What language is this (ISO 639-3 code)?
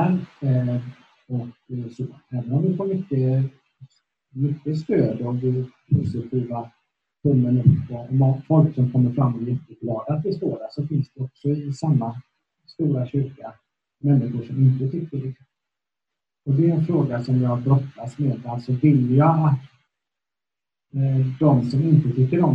swe